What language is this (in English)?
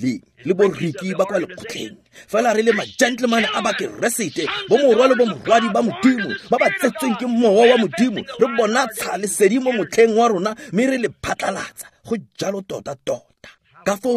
Tswana